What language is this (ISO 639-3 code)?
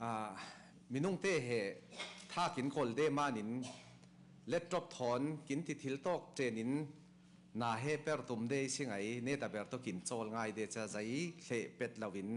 cfm